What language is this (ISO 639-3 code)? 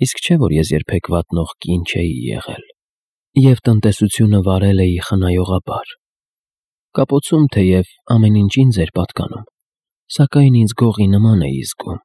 hye